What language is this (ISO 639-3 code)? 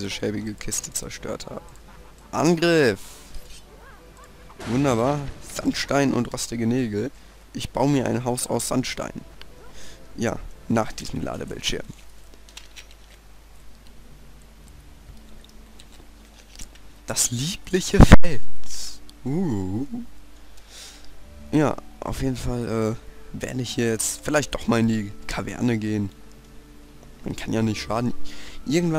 deu